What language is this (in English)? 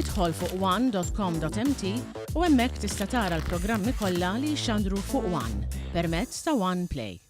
Maltese